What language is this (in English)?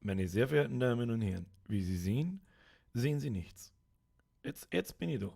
Bavarian